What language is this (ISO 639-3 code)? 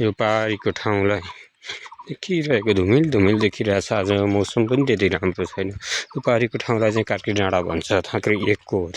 nep